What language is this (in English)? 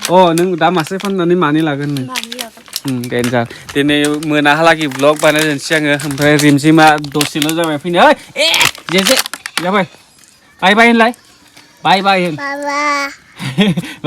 Bodo